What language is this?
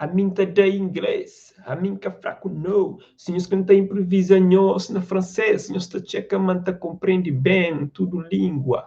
Kabuverdianu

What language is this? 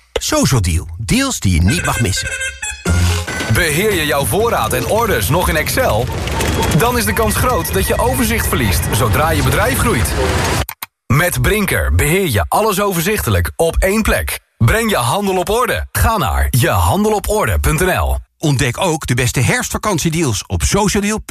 Dutch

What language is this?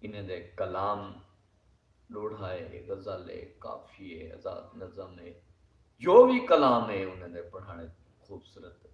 Saraiki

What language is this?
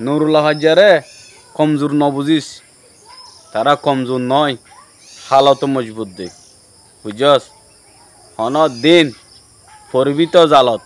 Rohingya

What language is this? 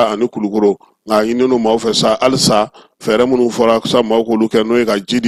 Bambara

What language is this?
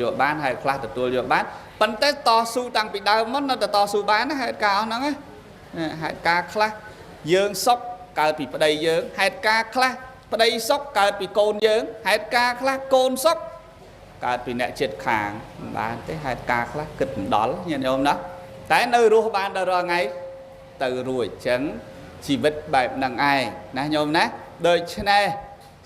Khmer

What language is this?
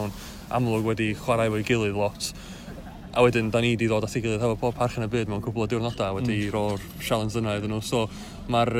Welsh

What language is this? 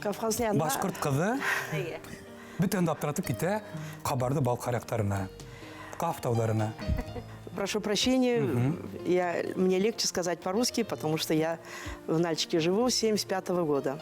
Bashkir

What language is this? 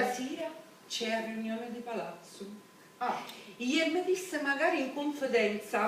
Sicilian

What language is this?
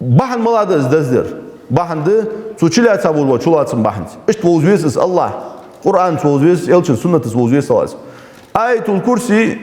Ingush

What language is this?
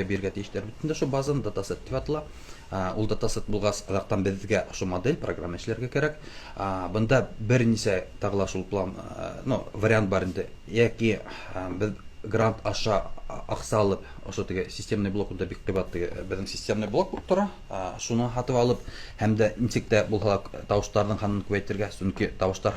Bashkir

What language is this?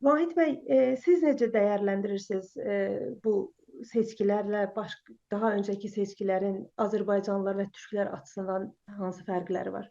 South Azerbaijani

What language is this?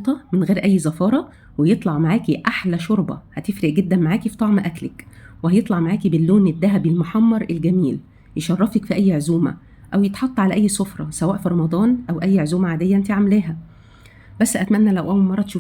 Egyptian Arabic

